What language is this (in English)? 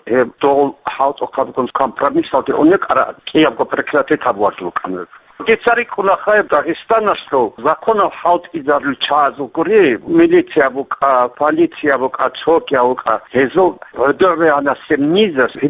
Avaric